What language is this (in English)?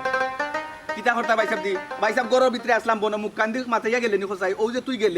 Sylheti